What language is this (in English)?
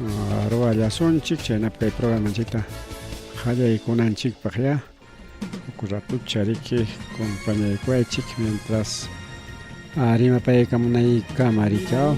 Ayacucho Quechua